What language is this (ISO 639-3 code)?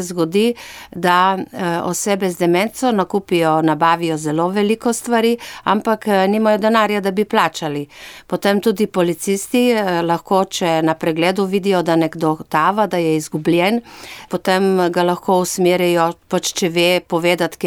slv